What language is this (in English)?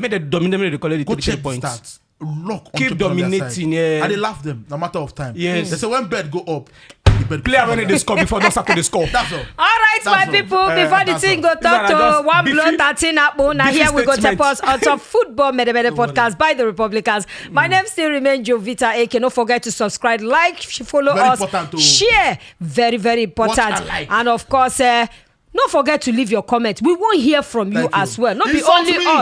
Nigerian Pidgin